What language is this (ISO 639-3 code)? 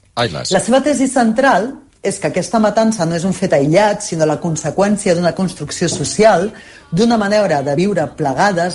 cat